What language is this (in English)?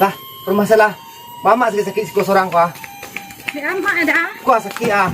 Minangkabau